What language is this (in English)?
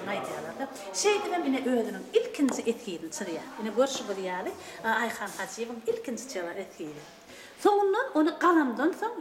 Turkmen